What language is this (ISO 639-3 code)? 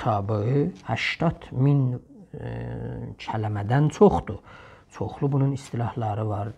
azb